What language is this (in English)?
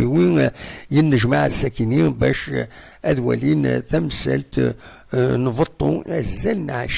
Kabyle